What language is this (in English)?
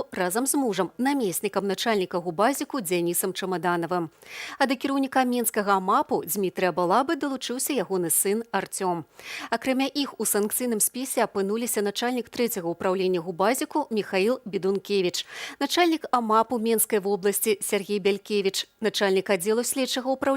Belarusian